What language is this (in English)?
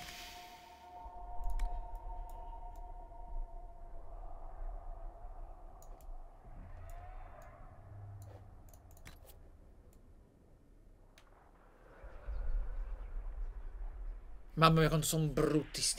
Italian